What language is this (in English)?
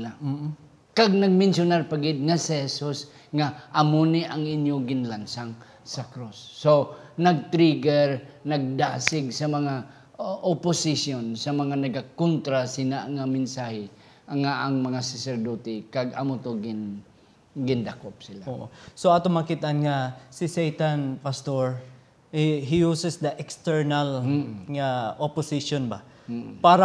Hiligaynon